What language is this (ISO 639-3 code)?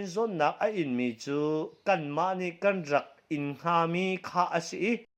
cnh